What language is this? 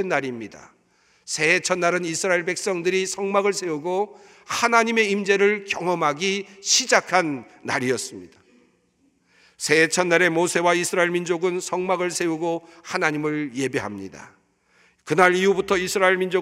Korean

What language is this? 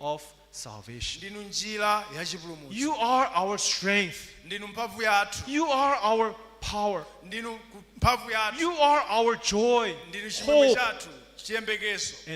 Nyanja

